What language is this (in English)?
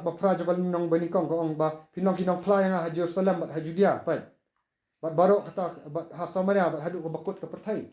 Khasi